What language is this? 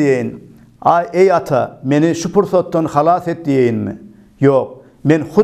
Turkmen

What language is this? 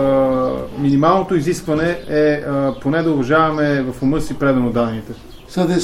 Bulgarian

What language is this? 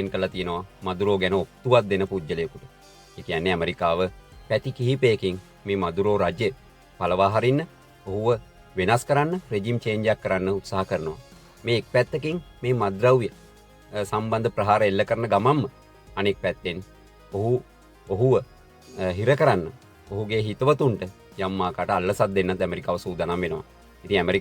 Sinhala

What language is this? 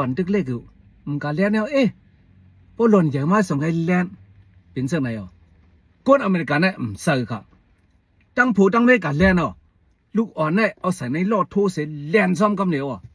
Shan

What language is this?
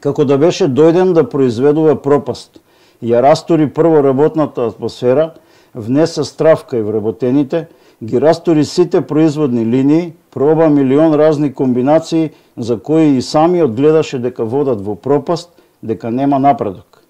Macedonian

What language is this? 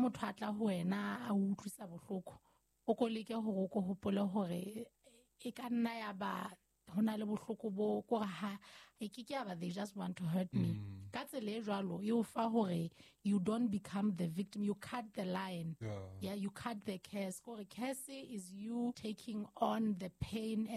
Southern Sotho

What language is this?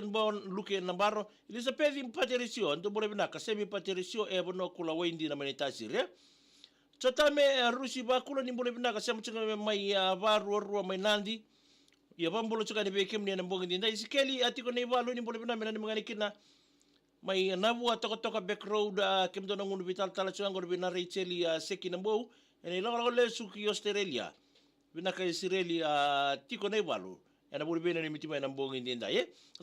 Fijian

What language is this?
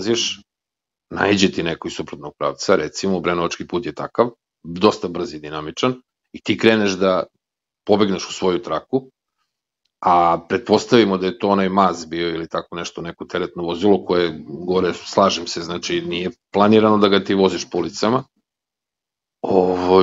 Serbian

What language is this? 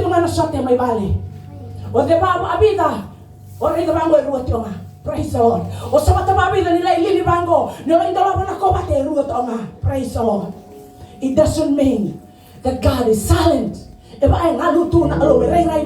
Fijian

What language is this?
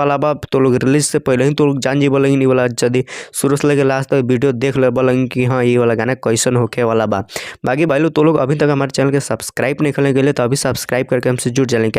Bhojpuri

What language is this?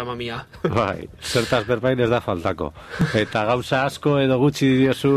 Basque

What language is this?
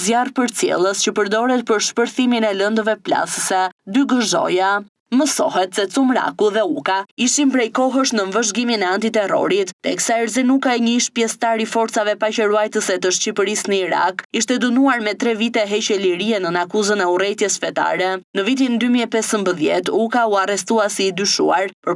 Albanian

